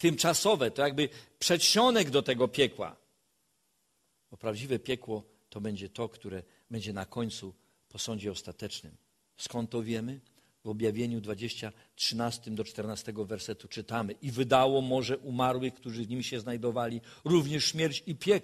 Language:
Polish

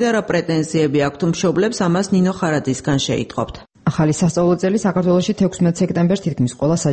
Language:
Georgian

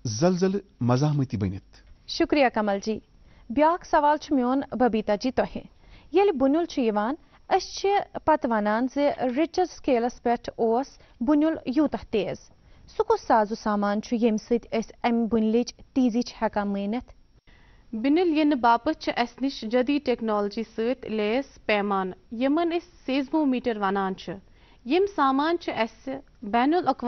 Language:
Kashmiri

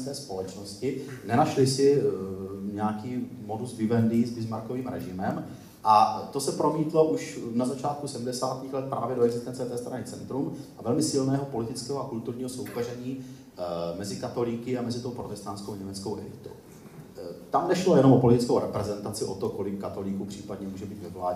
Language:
Czech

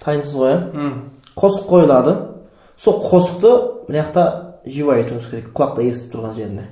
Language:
Kara-Kalpak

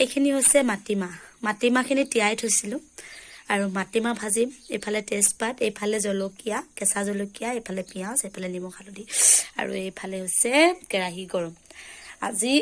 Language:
Assamese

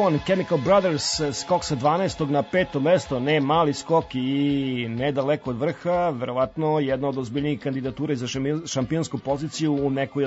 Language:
Serbian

